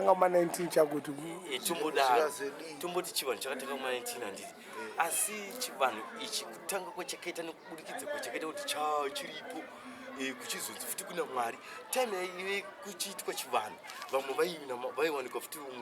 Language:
Shona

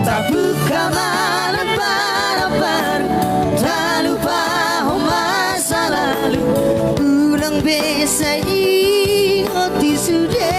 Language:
Batak Toba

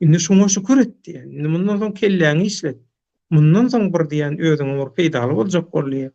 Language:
Turkmen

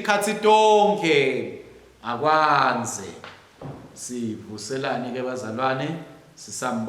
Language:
Swati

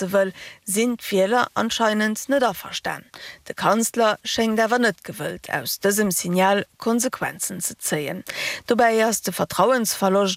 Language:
Luxembourgish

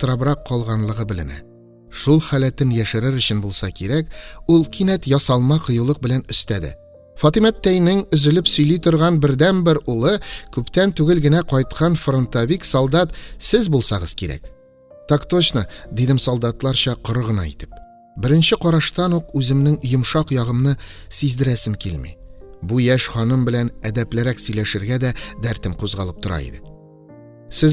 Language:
Tatar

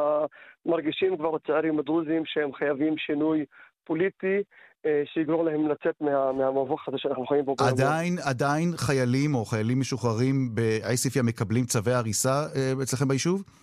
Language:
Hebrew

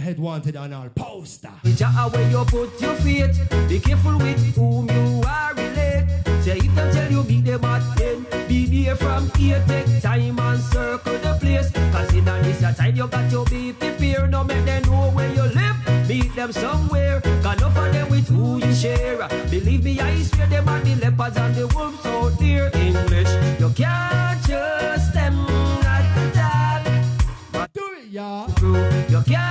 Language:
Jamaican Creole English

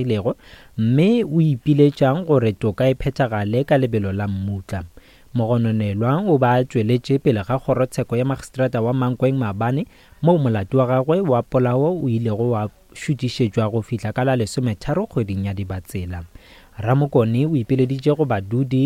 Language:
Northern Sotho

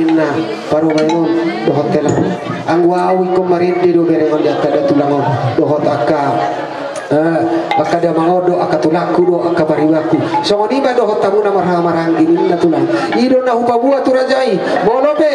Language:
Batak Toba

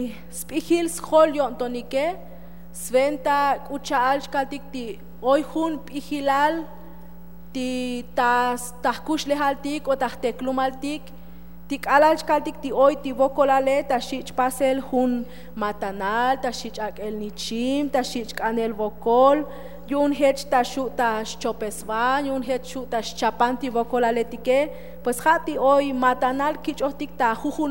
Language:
Tzotzil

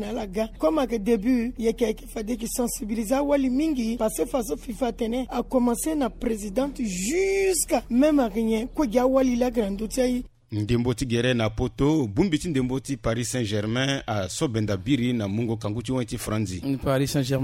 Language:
Sango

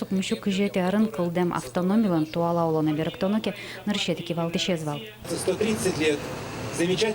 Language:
Udmurt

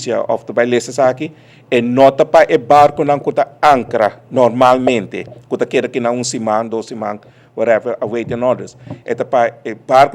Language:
Papiamento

